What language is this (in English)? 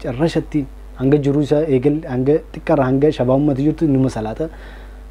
Oromo